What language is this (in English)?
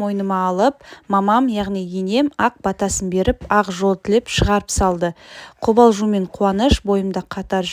Kazakh